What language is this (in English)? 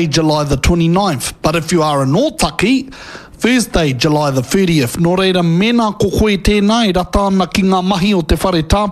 Māori